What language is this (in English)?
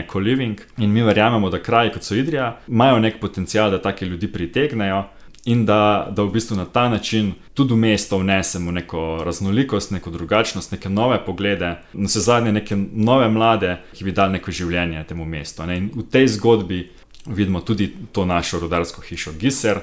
Slovenian